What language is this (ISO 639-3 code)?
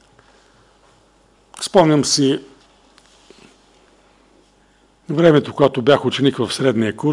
bul